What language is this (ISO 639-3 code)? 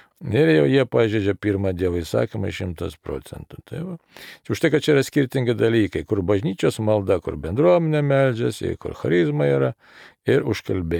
lit